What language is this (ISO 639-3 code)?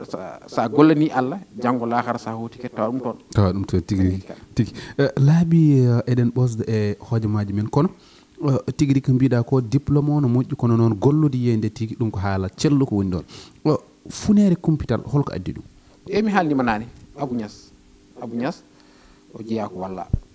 ful